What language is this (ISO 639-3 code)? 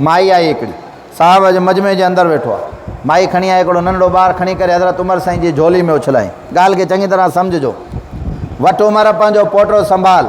snd